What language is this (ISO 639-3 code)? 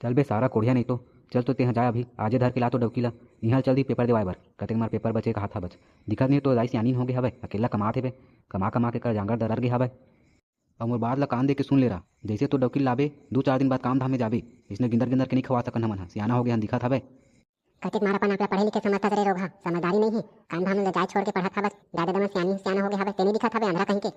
hne